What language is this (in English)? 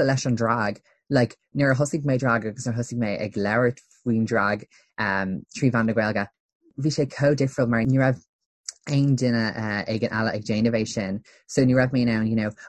Irish